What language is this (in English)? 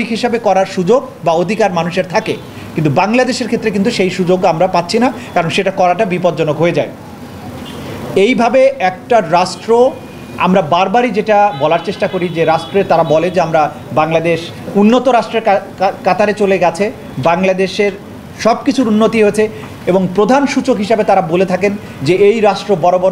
Bangla